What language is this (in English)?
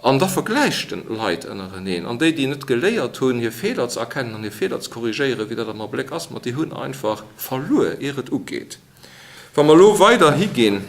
Luxembourgish